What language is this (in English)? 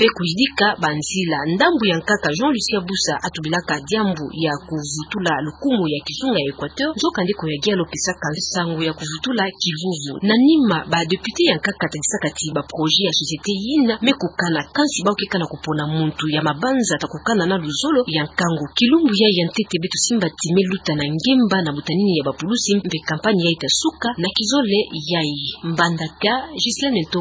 Kituba (Democratic Republic of Congo)